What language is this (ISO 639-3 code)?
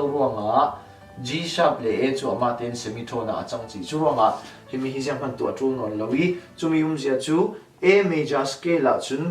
cfm